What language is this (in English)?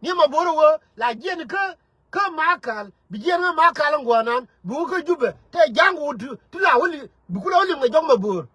Nuer